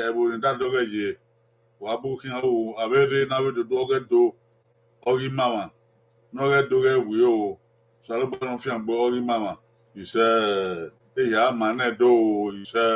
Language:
Bini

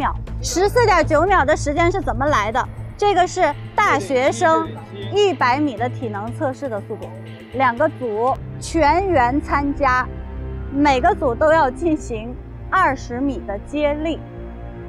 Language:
Chinese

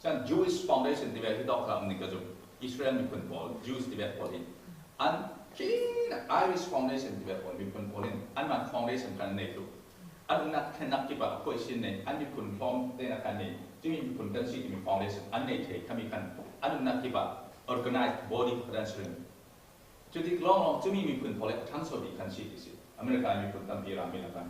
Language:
Falam Chin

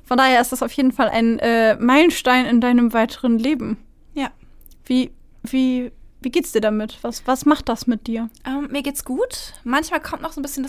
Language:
German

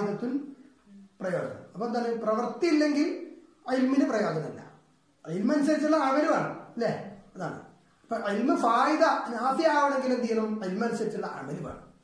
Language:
Malayalam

